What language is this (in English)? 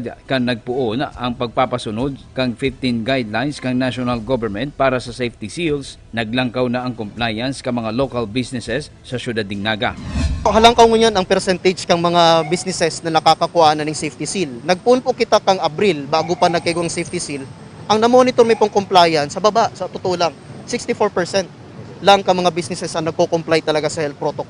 Bikol